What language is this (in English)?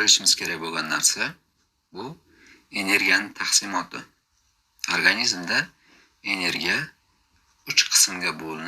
Uzbek